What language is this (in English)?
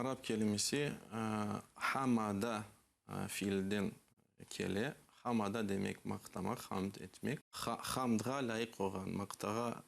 Crimean Tatar